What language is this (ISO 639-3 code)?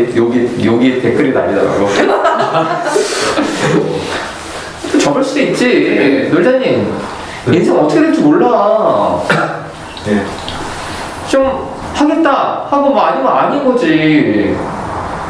kor